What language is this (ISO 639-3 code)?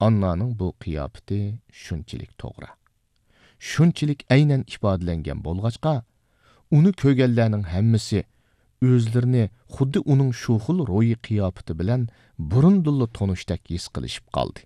uig